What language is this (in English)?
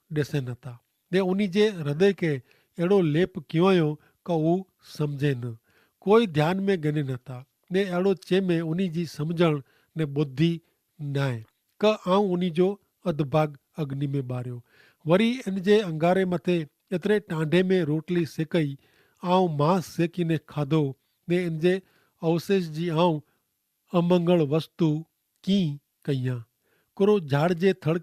Kachhi